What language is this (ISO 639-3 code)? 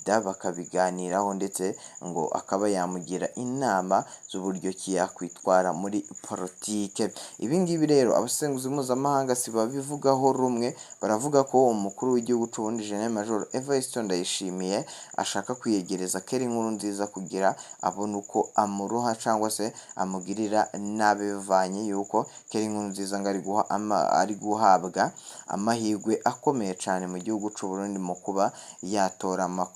run